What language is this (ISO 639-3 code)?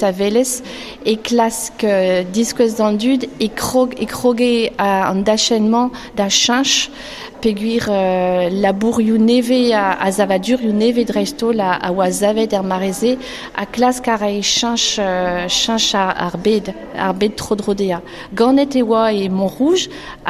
bre